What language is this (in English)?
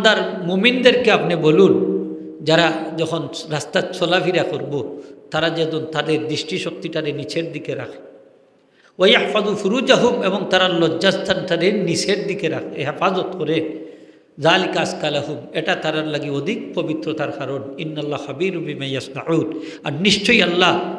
Sylheti